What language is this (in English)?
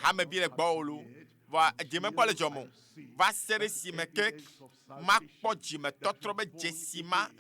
Ewe